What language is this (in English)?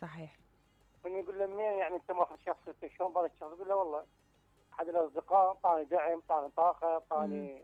Mesopotamian Arabic